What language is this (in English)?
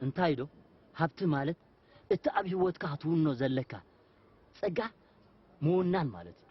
Tigrinya